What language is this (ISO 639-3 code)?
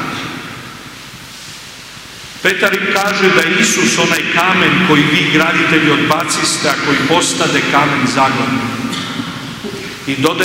hrv